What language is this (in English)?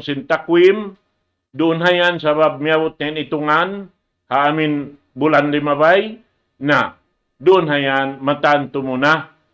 Tausug